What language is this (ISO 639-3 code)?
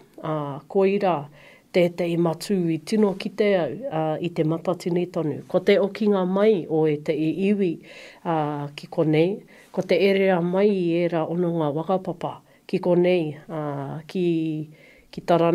mri